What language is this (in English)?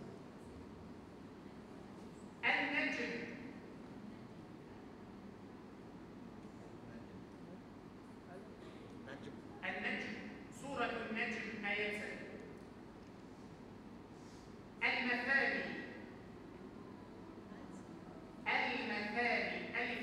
Malay